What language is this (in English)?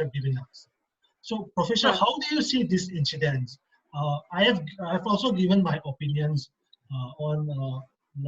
Manipuri